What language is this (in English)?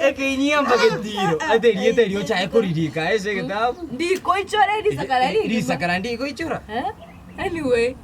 Gusii